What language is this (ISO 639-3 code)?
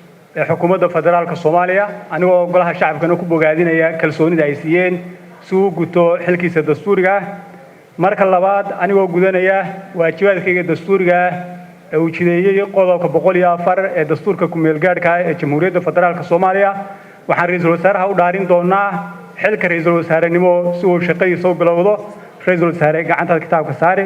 som